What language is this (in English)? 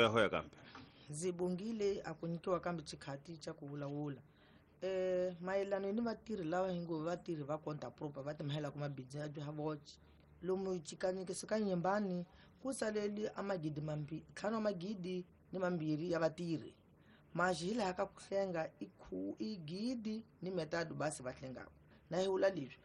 Tsonga